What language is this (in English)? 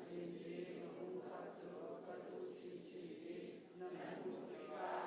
Hakha Chin